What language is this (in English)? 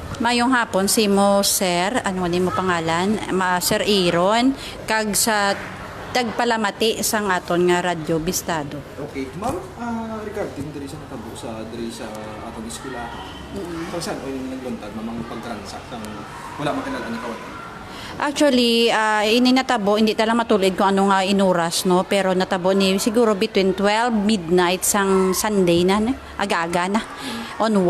Hiligaynon